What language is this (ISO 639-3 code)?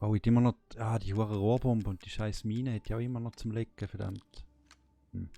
gsw